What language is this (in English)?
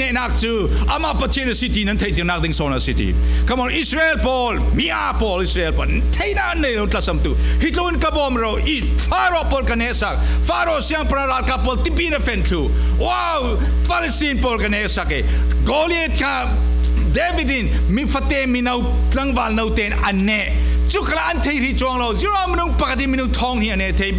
Falam Chin